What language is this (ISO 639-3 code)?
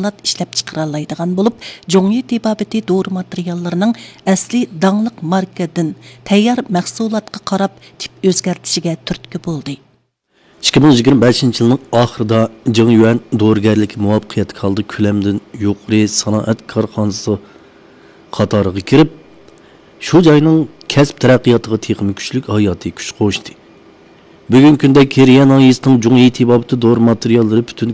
uig